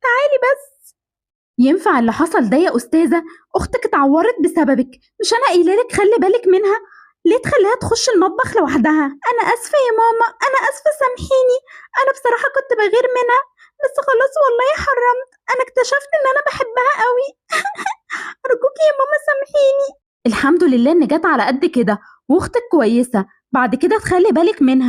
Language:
Egyptian Arabic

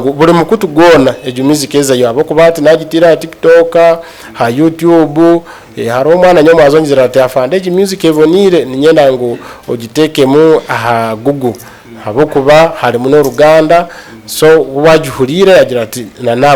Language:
Nyankole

